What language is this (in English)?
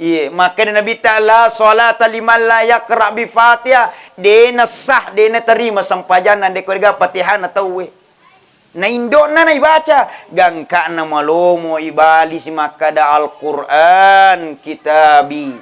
Buginese